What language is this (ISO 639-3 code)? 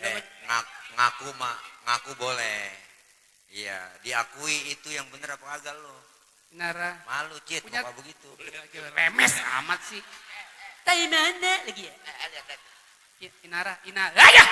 bew